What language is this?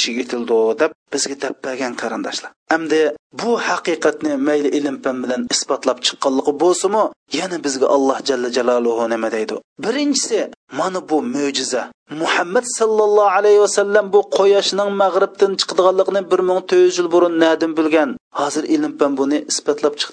Uyghur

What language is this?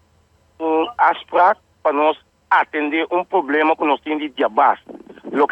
Papiamento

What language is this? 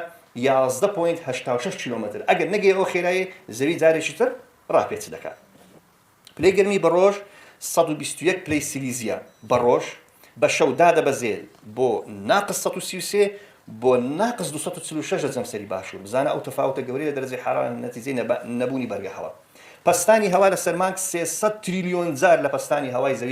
Central Kurdish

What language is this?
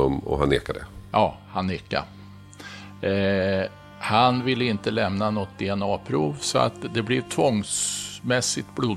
Swedish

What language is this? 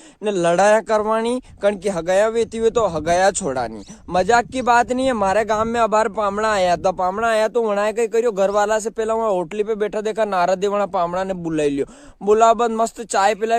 Rajasthani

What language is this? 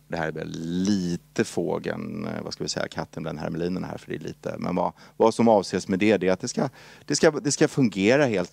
Swedish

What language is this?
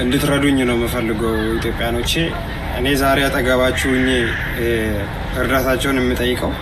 Amharic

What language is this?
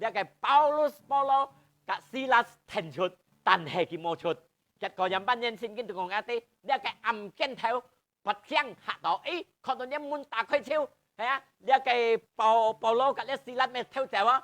Hakka Chinese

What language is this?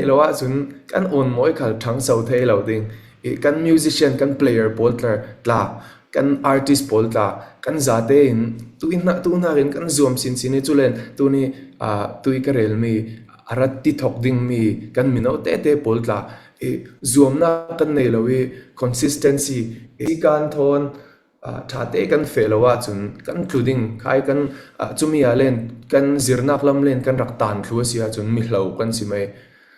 Falam Chin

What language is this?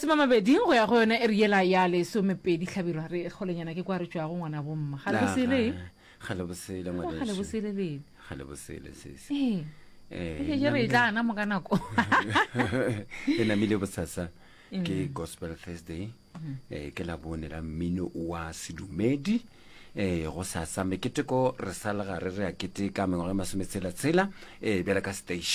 Northern Sotho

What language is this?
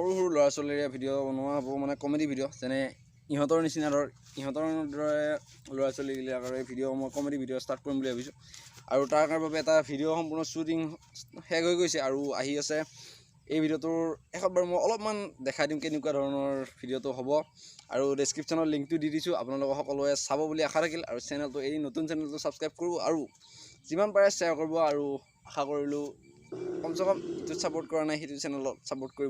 Assamese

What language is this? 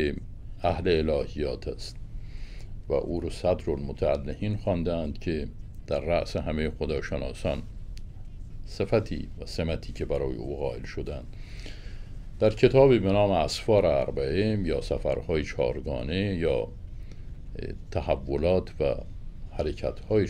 Persian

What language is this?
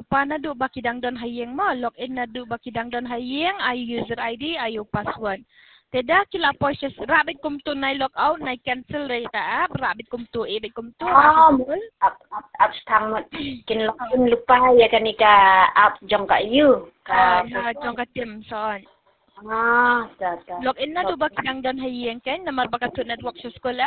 Khasi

